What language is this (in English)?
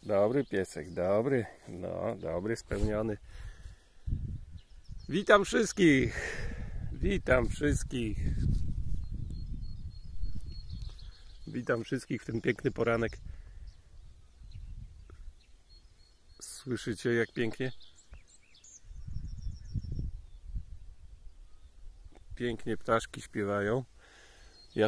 Polish